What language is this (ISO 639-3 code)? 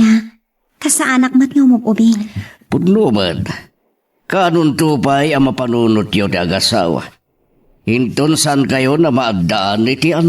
ilo